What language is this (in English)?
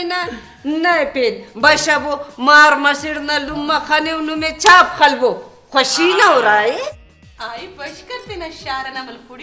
Brahui